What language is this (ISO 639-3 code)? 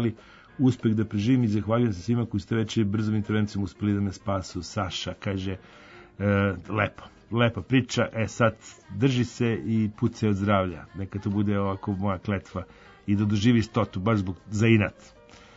srp